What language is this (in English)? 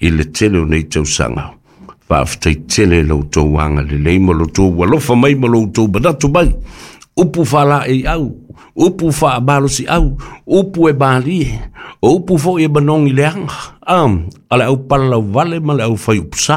Samoan